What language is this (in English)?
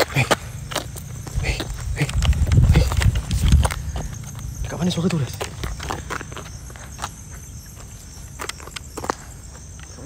Malay